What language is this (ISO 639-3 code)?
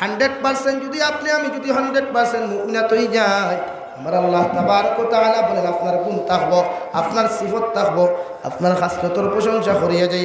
syl